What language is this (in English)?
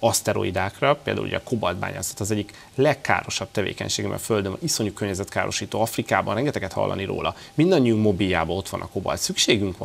Hungarian